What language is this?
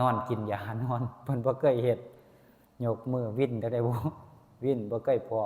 Northeastern Thai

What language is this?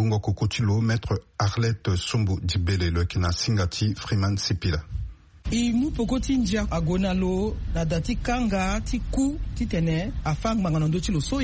Sango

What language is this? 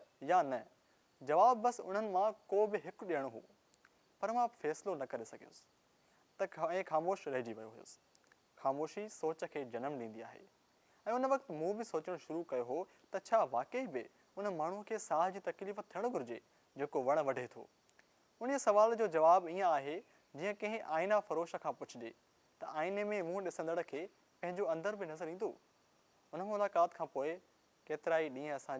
Sindhi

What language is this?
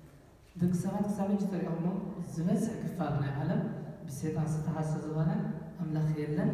Tigrinya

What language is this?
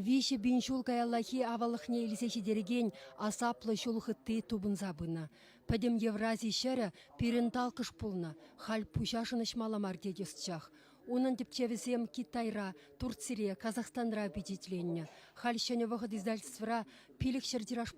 Chuvash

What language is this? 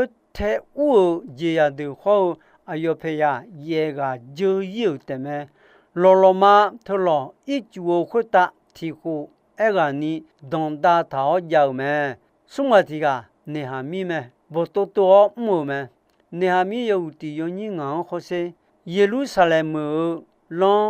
Akha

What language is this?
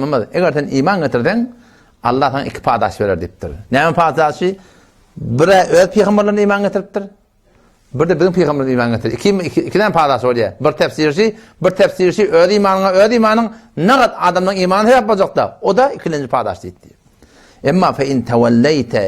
Turkmen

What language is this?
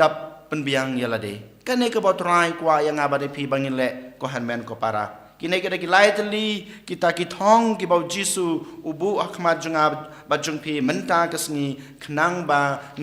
Khasi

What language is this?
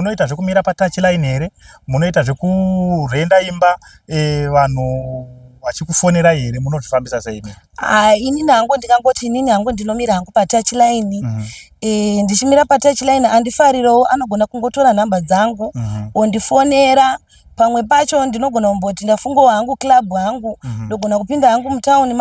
Shona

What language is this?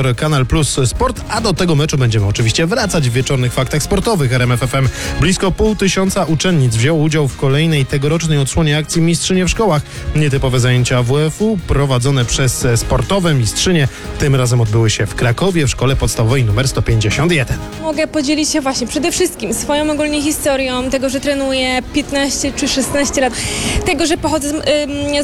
Polish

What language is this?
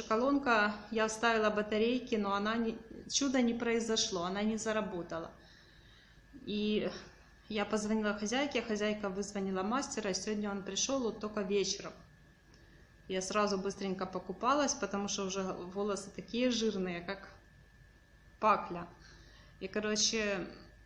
Russian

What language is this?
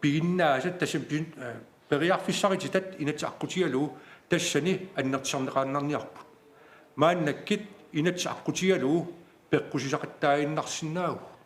Kalaallisut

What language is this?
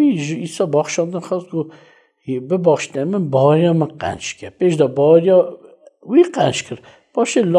Kurdish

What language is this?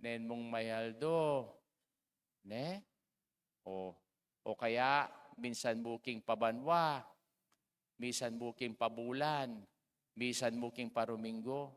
Pampanga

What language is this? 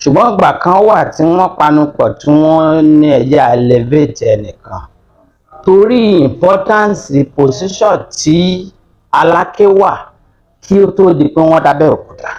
Yoruba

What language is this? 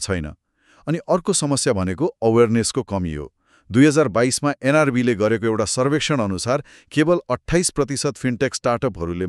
Nepali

